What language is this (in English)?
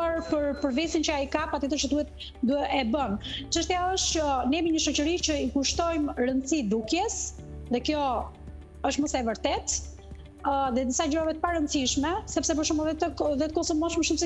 Albanian